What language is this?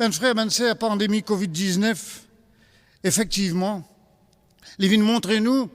Morisyen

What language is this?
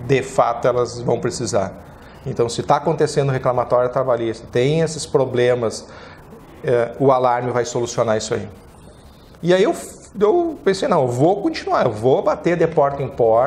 Portuguese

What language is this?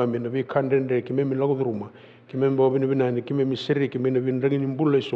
Fijian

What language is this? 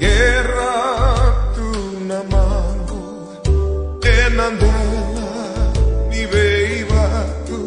Fijian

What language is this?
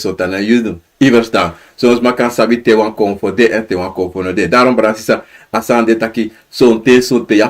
Sranan Tongo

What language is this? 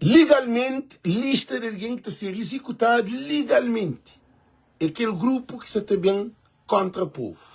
Kabuverdianu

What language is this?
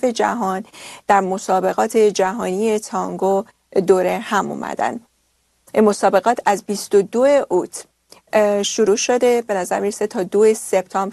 Persian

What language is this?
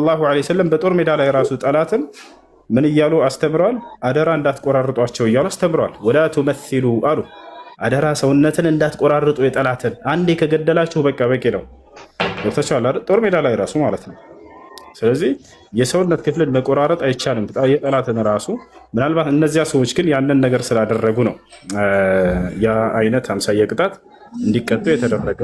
Amharic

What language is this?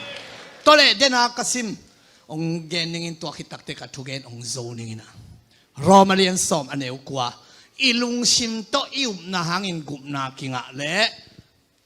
Tedim Chin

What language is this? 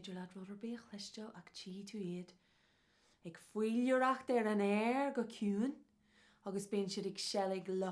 Irish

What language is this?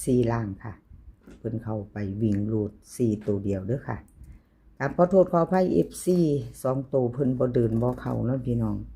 Northeastern Thai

